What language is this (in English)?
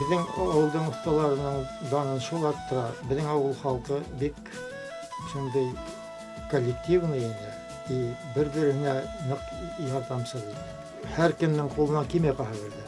Bashkir